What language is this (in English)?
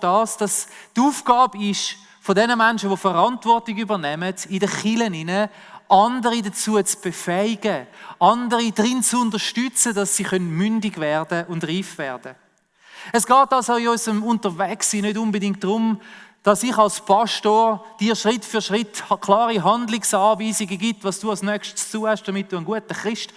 Swiss German